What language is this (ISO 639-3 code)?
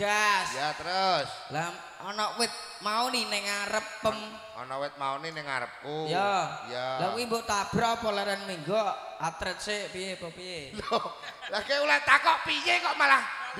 jav